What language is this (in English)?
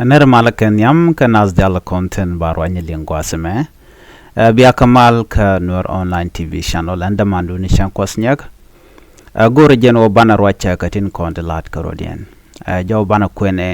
Nuer